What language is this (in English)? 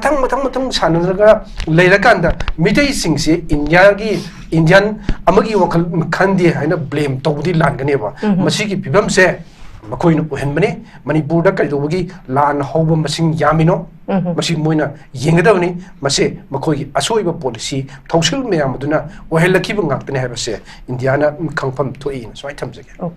Manipuri